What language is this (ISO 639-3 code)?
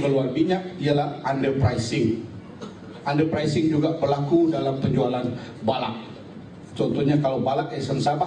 msa